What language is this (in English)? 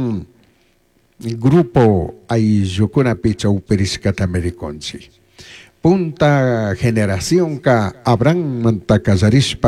Chimborazo Highland Quichua